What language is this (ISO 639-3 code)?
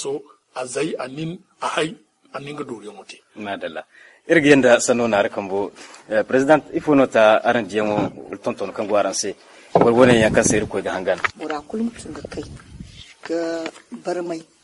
dje